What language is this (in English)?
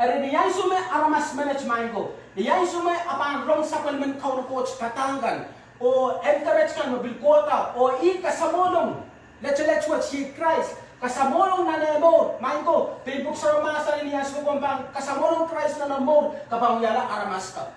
Pohnpeian